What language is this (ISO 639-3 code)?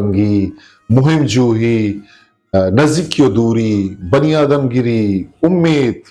bgp